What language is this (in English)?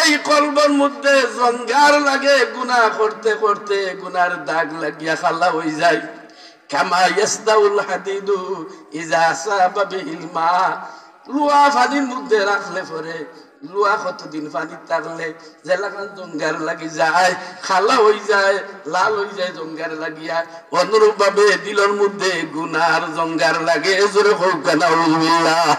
Sylheti